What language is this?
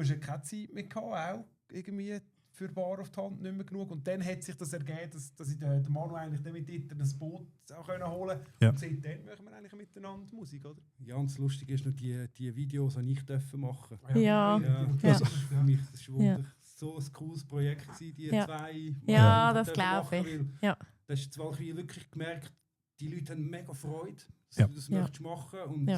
Swiss German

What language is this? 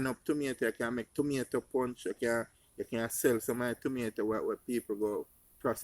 Jamaican Creole English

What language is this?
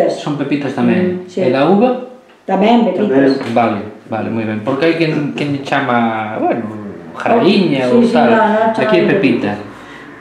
Galician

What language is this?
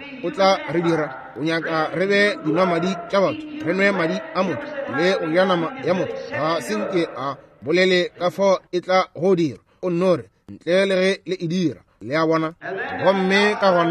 Northern Sotho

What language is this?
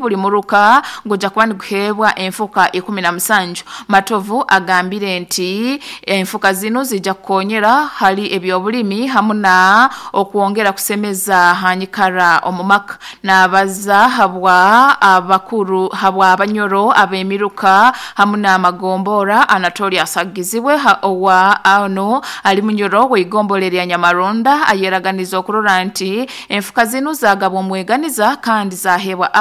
Nyoro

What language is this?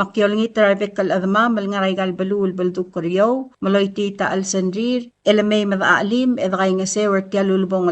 Palauan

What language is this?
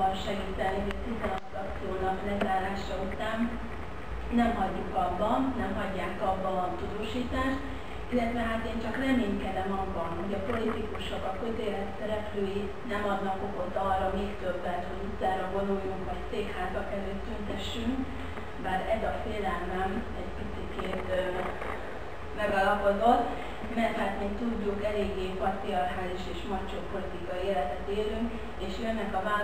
Hungarian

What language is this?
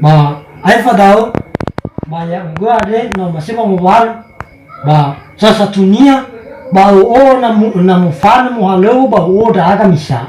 Nias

